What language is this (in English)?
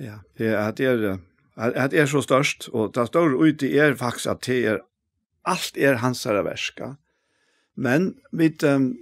Faroese